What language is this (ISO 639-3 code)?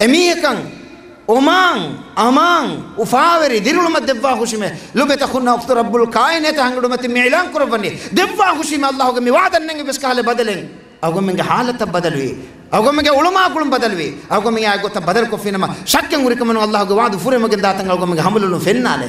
div